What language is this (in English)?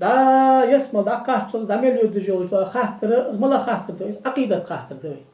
Ingush